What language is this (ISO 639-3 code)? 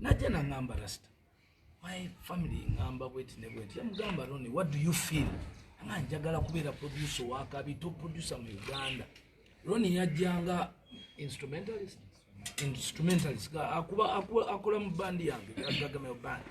lug